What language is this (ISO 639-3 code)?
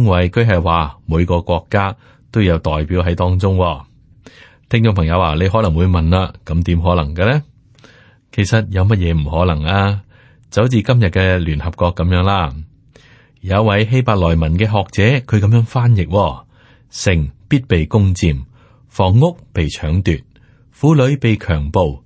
yue